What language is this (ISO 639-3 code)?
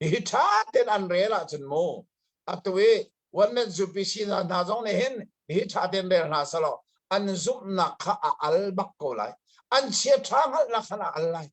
cnh